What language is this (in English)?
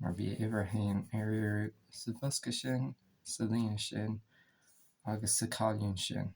Irish